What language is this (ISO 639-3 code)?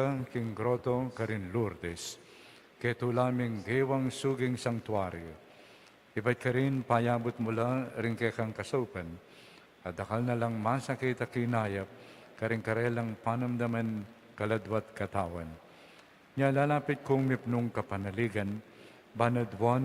pam